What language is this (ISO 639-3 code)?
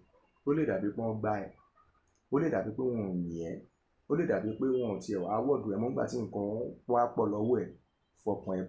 yor